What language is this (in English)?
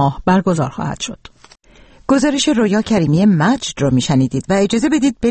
Persian